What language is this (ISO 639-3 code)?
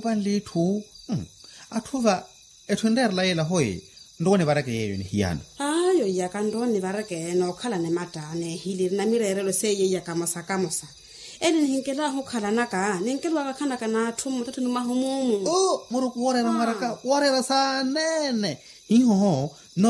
vmw